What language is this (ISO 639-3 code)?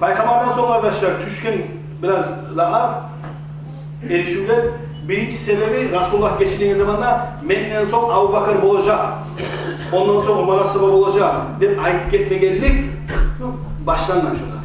kum